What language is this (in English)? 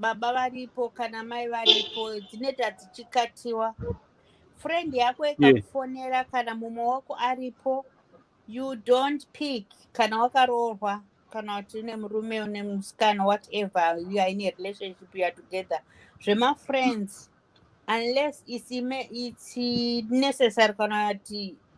Shona